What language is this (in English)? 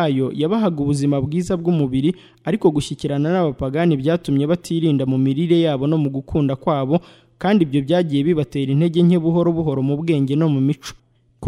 Kinyarwanda